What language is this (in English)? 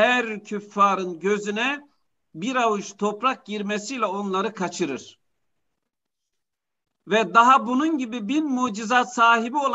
Turkish